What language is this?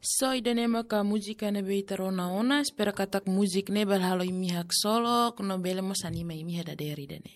Tetum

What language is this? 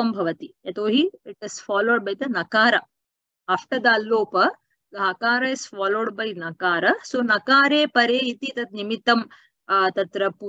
Sanskrit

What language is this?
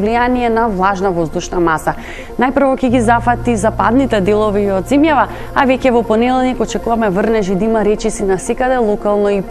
Macedonian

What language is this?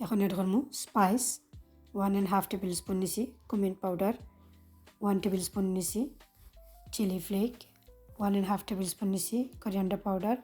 Sylheti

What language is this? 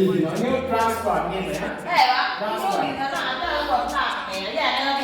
Acoli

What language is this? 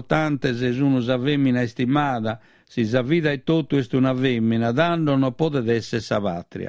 Sardinian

